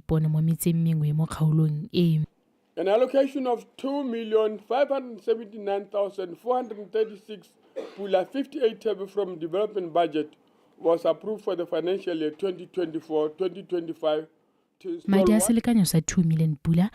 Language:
Tswana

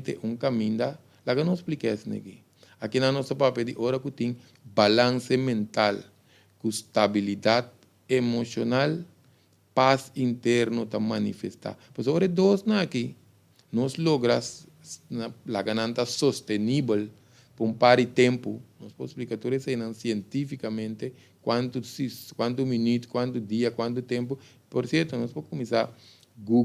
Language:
Papiamento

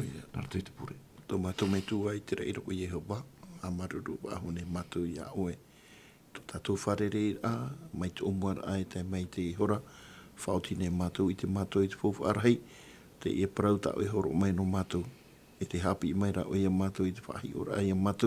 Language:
Tahitian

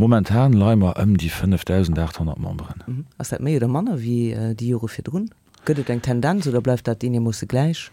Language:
Luxembourgish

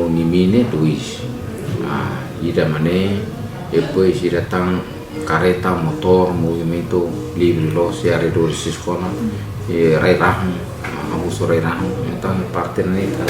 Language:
Tetum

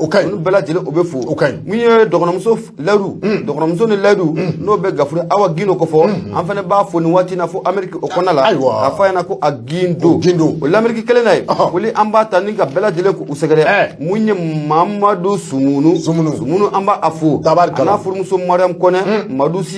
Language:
Bambara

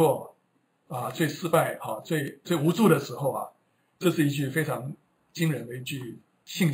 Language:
Chinese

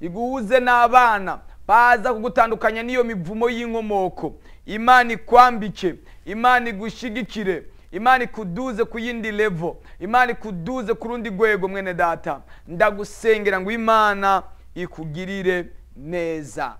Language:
Rundi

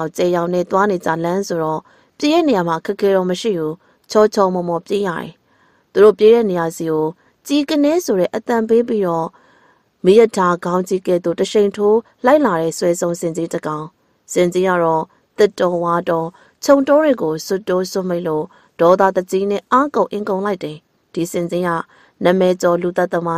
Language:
Burmese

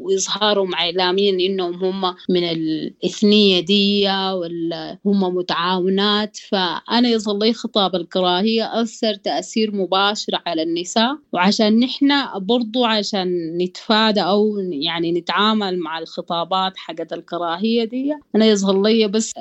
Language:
Sudanese Arabic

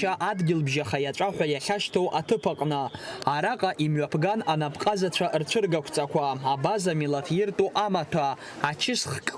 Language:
Abkhazian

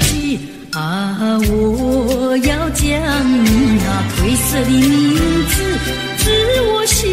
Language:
Chinese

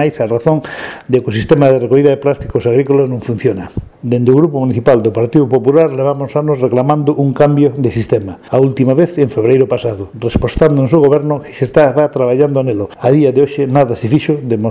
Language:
Galician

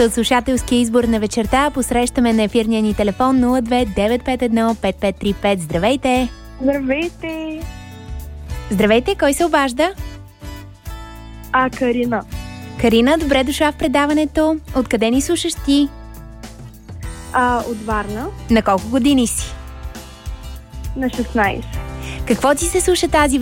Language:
Bulgarian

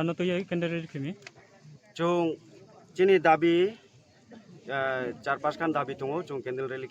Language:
Riang (India)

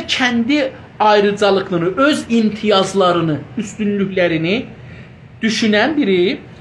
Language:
South Azerbaijani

